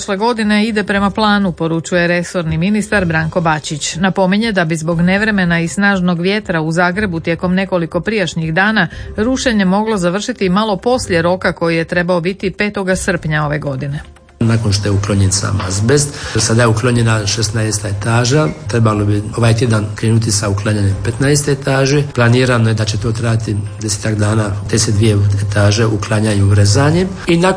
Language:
Croatian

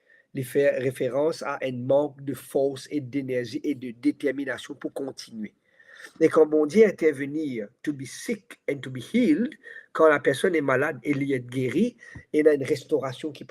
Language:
Morisyen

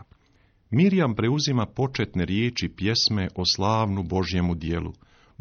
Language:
Croatian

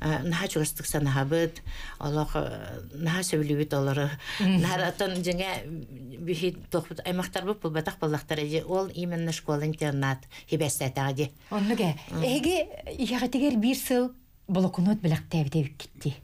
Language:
Yakut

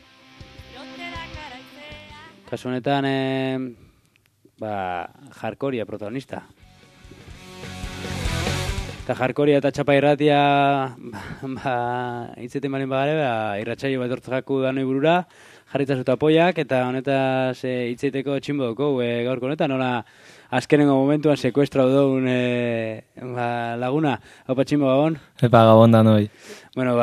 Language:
Basque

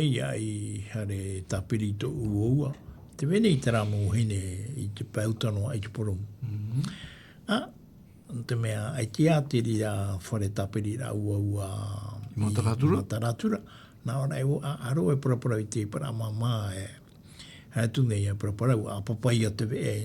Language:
Tahitian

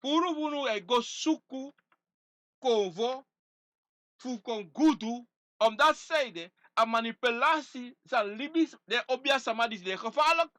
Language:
Sranan Tongo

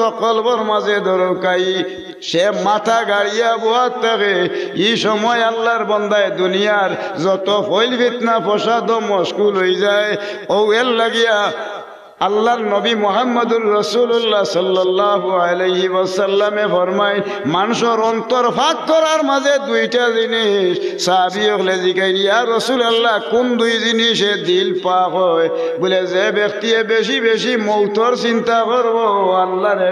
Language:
Sylheti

